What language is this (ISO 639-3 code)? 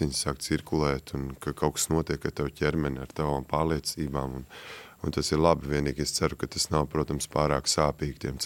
lav